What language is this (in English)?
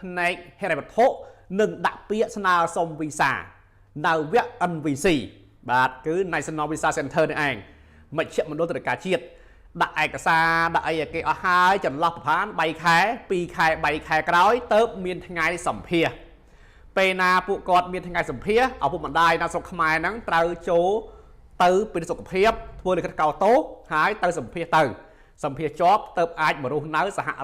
Khmer